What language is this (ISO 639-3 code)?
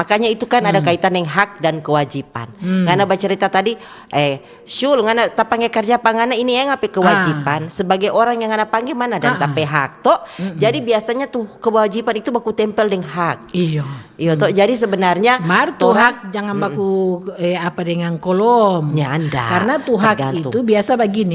xmm